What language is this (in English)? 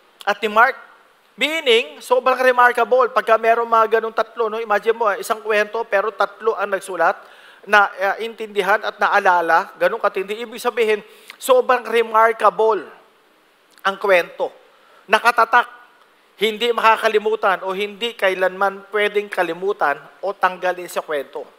Filipino